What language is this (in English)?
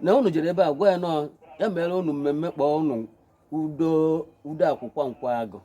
Igbo